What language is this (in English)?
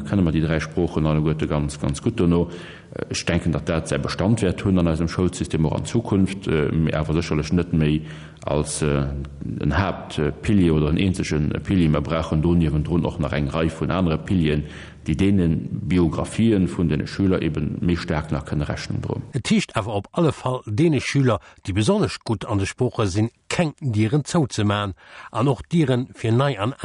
Luxembourgish